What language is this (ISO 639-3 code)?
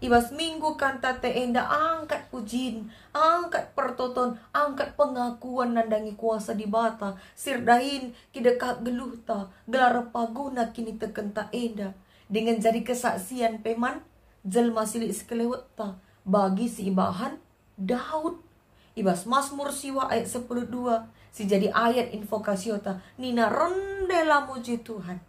btx